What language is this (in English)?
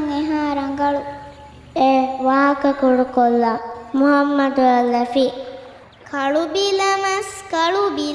Divehi